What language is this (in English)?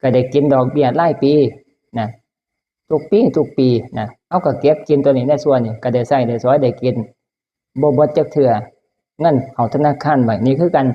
Northeastern Thai